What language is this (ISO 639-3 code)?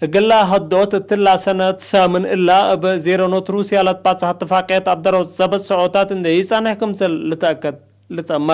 tig